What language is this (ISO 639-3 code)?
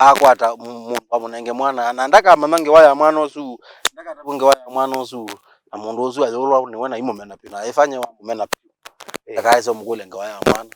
kam